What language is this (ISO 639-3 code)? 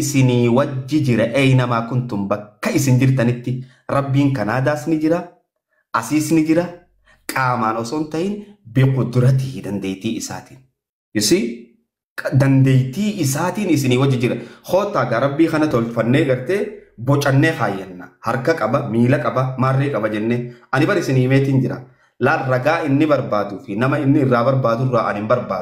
orm